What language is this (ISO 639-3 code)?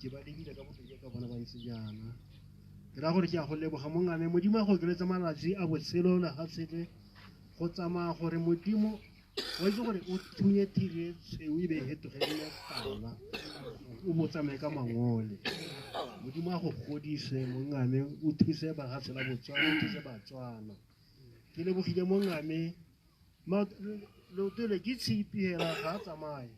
tsn